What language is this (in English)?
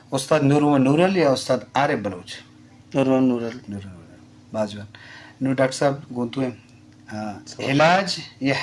Eastern Balochi